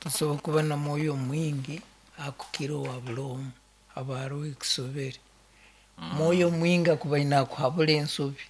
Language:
Nyankole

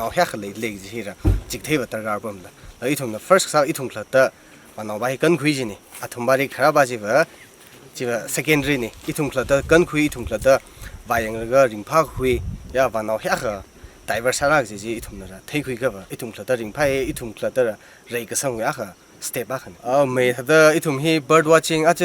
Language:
Tangkhul Naga (India)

